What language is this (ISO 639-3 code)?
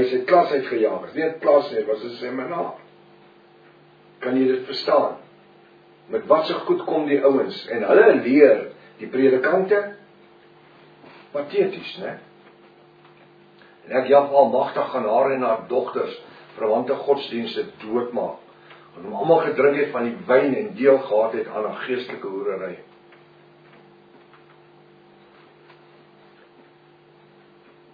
afr